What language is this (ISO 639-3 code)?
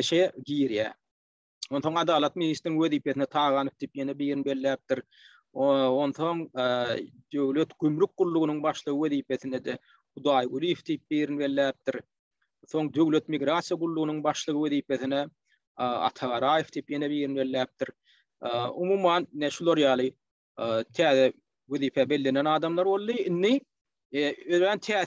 tuk